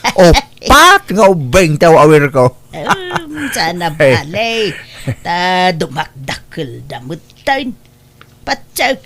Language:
Iloko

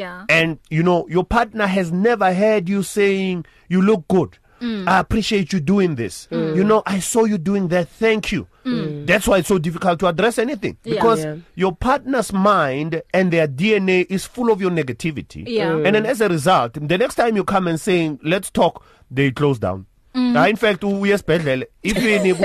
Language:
English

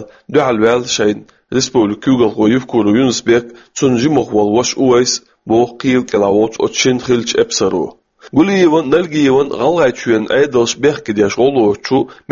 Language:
Chechen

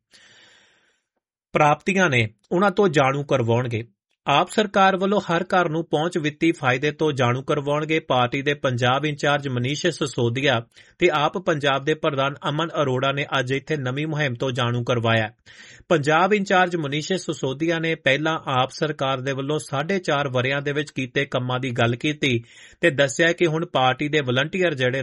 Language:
Punjabi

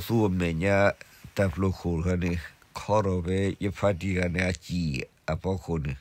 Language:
S'gaw Karen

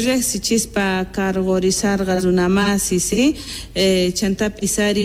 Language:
South Bolivian Quechua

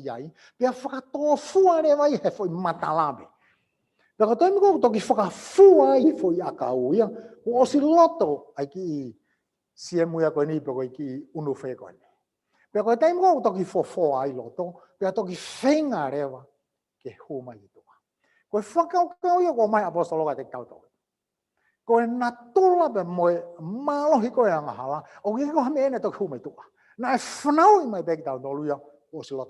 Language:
Tongan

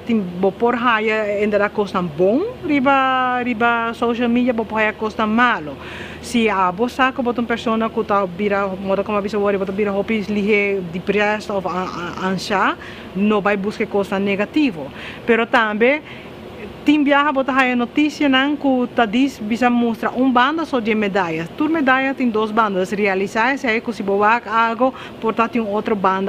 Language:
Papiamento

